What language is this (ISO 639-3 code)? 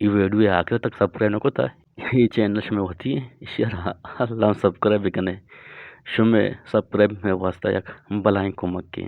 bgp